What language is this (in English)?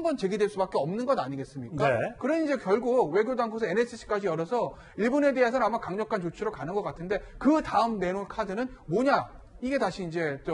Korean